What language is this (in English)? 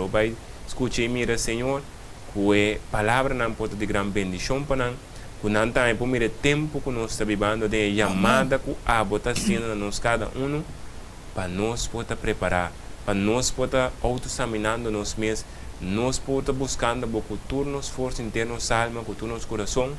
Papiamento